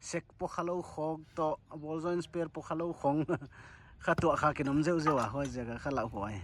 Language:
Paite Chin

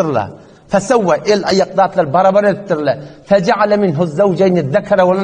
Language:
Turkmen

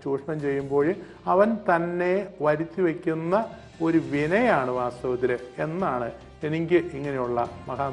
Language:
Malayalam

